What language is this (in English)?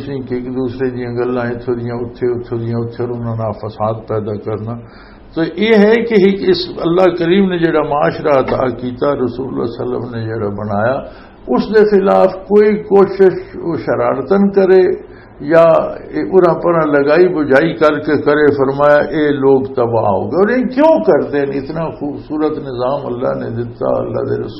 Western Panjabi